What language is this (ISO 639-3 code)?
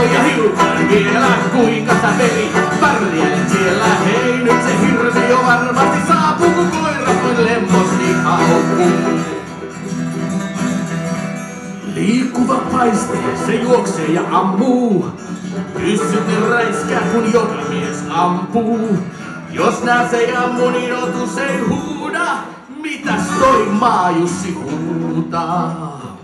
fin